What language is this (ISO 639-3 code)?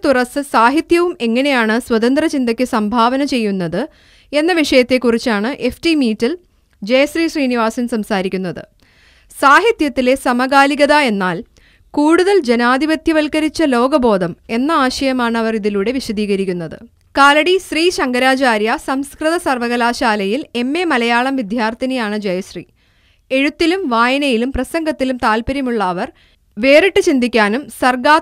mal